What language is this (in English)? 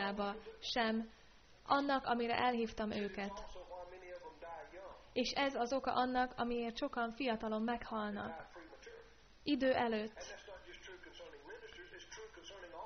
Hungarian